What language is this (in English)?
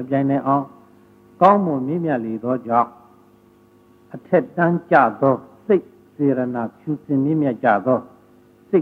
Burmese